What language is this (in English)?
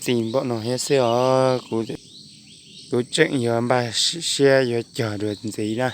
Hmong